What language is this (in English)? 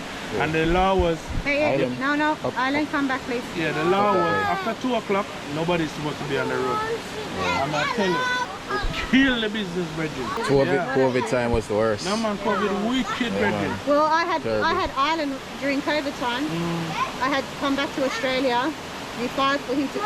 Jamaican Creole English